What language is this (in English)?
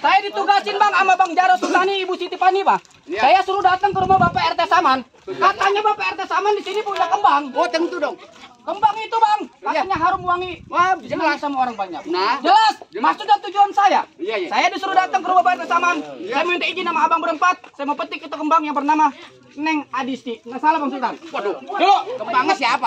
Betawi